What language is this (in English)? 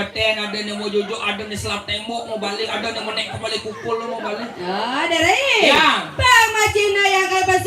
Balinese